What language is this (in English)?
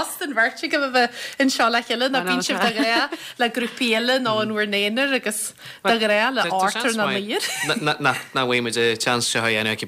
Irish